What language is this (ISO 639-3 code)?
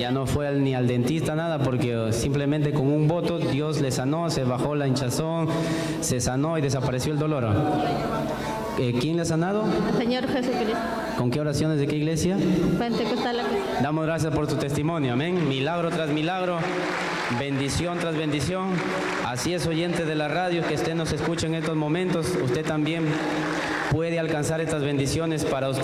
spa